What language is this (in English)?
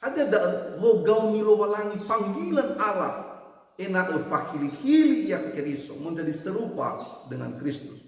Nias